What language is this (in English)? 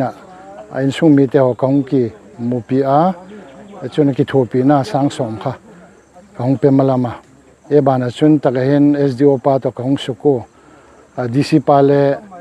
Paite Chin